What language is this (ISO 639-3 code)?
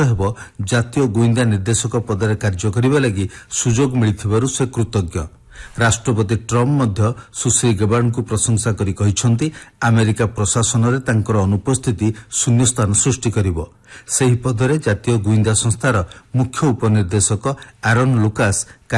ori